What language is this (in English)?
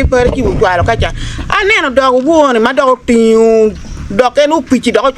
Acoli